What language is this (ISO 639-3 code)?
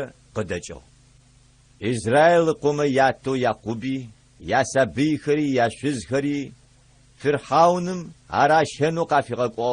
ady